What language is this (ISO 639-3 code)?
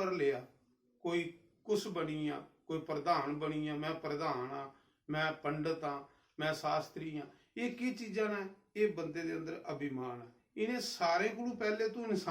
doi